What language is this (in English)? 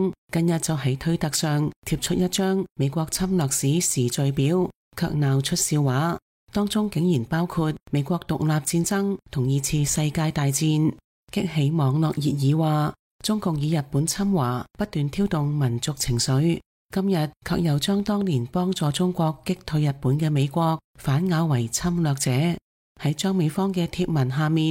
Cantonese